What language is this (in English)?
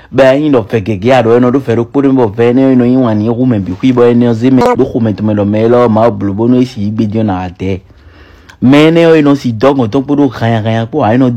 Fon